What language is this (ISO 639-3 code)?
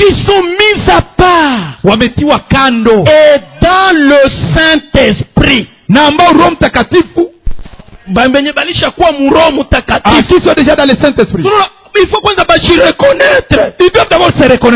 swa